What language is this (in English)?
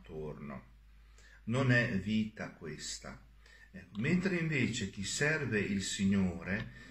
Italian